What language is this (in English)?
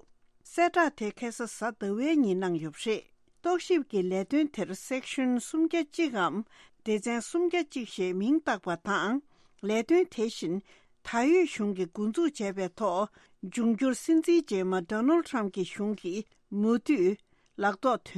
Tibetan